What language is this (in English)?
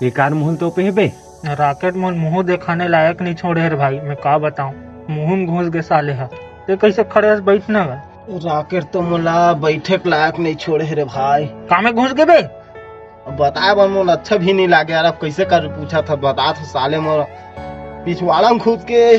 Chhattisgarhi